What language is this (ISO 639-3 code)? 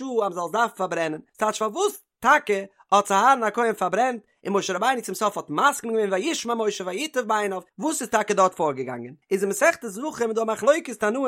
yid